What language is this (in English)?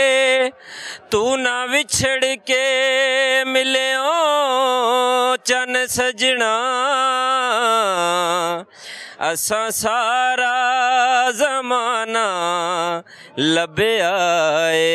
Punjabi